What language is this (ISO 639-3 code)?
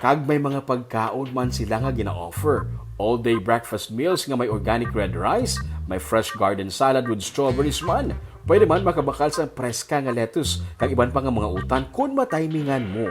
hil